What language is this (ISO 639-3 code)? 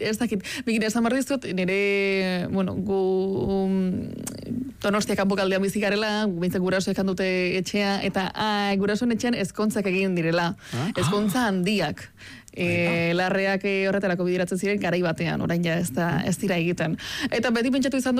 eus